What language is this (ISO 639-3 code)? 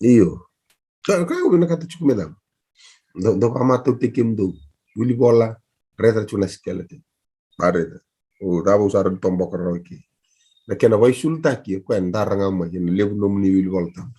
fij